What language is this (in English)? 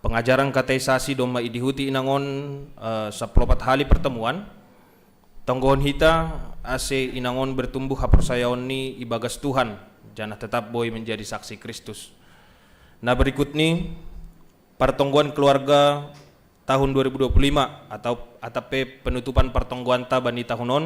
Batak Simalungun